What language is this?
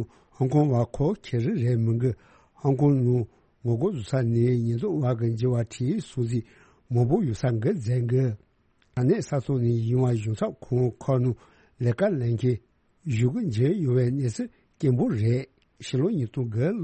Tibetan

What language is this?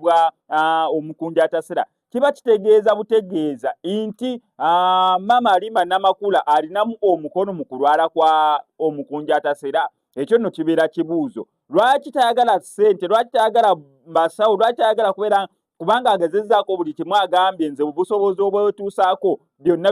Ganda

